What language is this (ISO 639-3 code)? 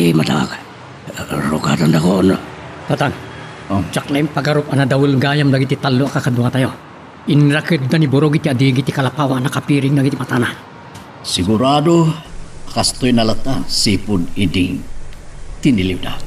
ilo